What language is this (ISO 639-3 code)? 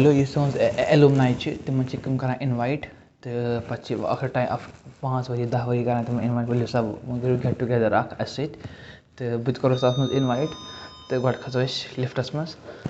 kas